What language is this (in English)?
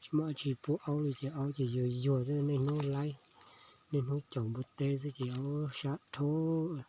Hmong